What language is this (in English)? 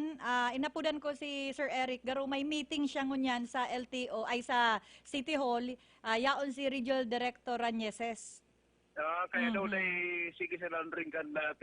Bikol